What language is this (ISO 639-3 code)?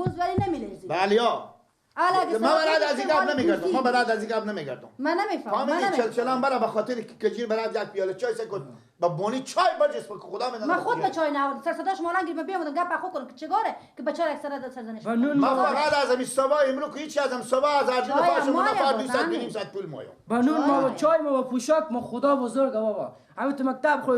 fas